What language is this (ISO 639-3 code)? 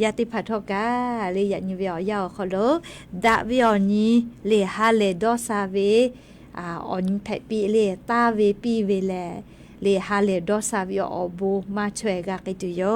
lhu